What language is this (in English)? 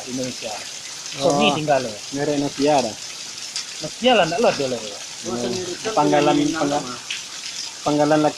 Minangkabau